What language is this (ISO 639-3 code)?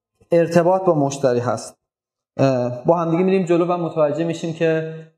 fas